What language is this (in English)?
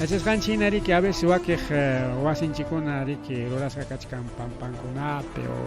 Ayacucho Quechua